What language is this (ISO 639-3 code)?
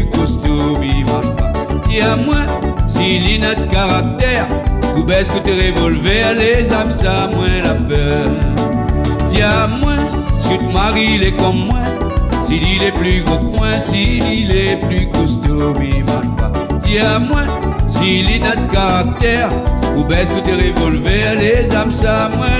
rcf